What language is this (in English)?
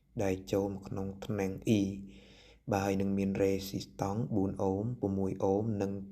Khmer